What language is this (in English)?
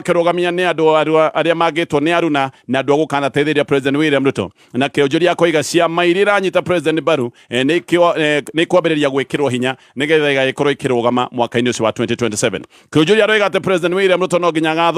Kikuyu